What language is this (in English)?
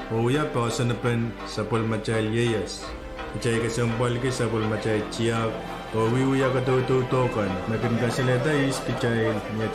Pohnpeian